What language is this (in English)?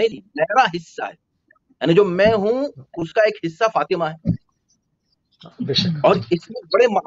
Urdu